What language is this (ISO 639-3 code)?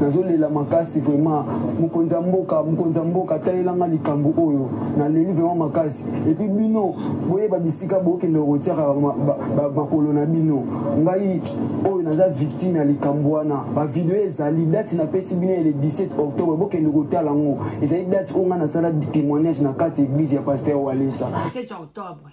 lin